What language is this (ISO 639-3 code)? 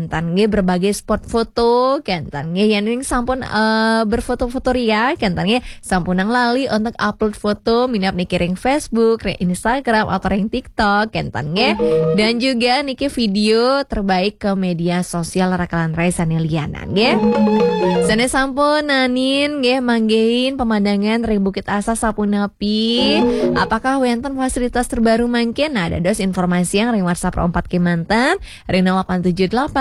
ban